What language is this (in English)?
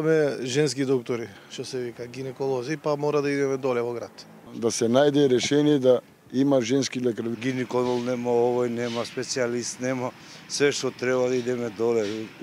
Macedonian